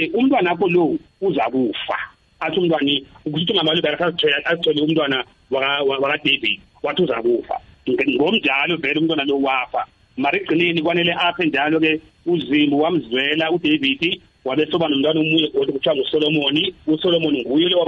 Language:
South Ndebele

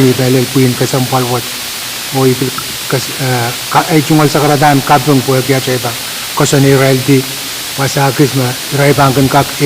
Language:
Pohnpeian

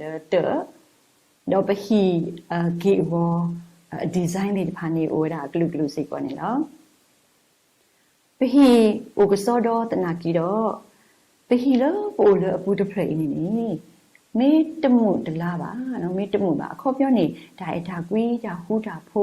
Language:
S'gaw Karen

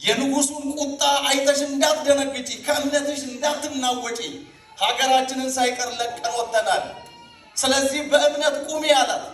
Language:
Amharic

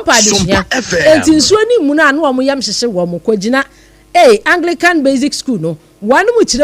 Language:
Akan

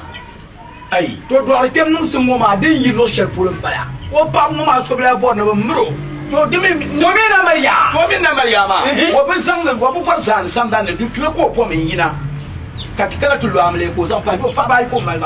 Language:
Dagbani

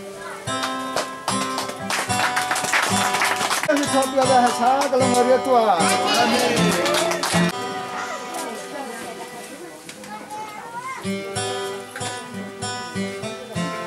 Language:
Malay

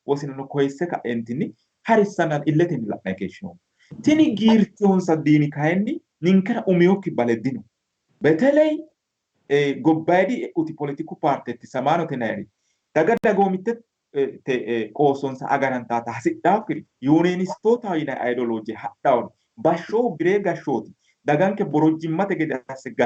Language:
Sidamo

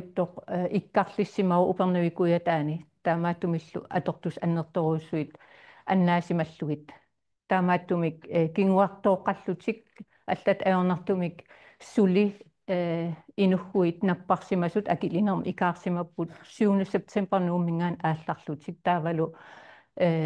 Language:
Kalaallisut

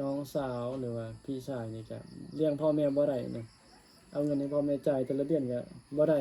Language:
Northeastern Thai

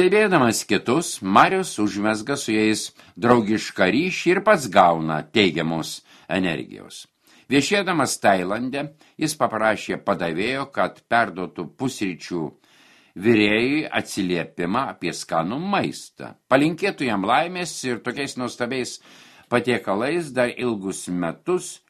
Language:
Lithuanian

